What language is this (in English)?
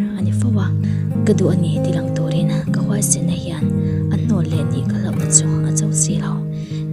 Mizo